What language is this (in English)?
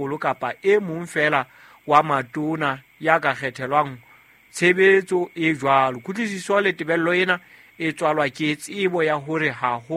Southern Sotho